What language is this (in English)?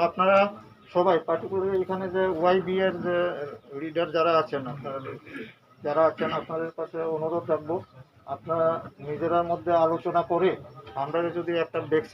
Riang (India)